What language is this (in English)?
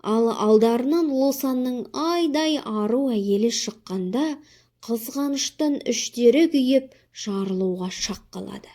Kazakh